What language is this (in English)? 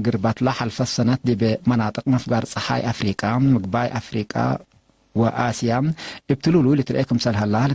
Tigre